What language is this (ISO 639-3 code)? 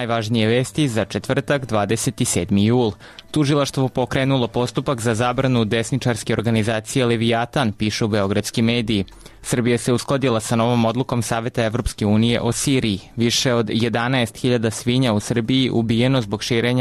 srp